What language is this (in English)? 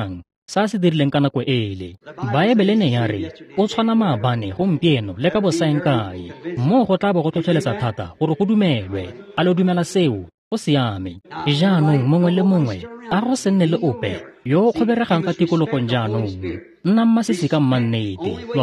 Tswana